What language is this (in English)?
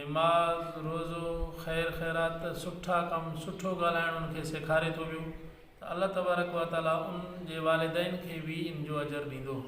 Sindhi